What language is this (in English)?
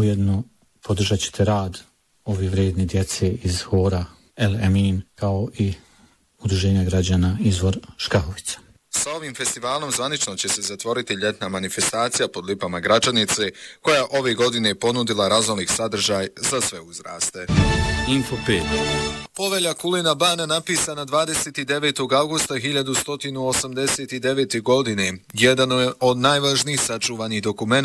Bosnian